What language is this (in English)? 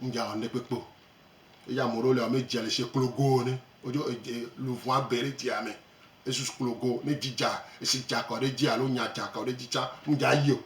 Gen